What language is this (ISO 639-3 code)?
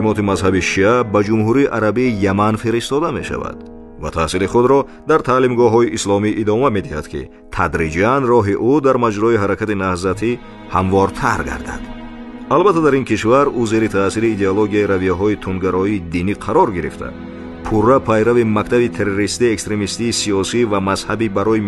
tgk